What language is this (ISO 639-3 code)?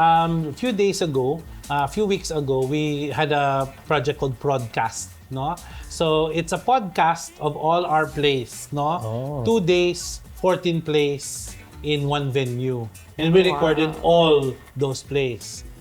hil